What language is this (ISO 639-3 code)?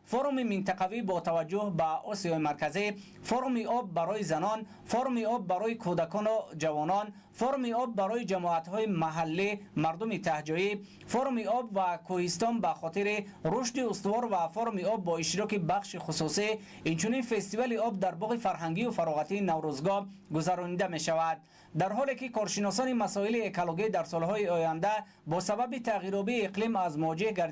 tgk